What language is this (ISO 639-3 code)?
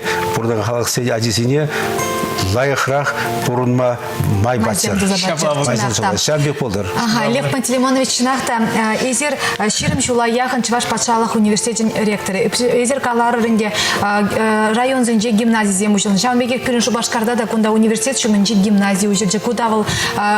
chv